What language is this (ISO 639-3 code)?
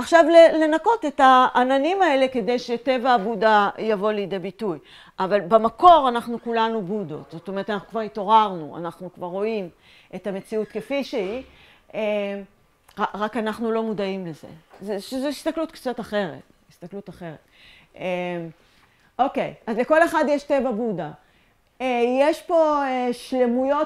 heb